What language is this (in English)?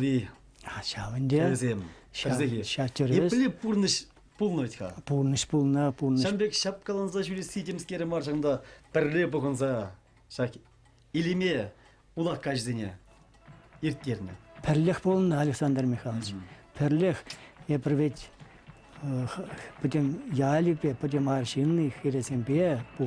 Chuvash